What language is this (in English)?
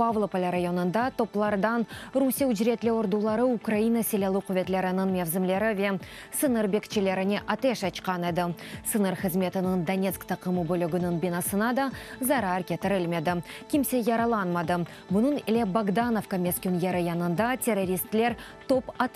Crimean Tatar